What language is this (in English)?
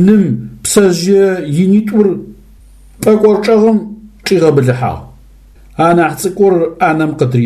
Adyghe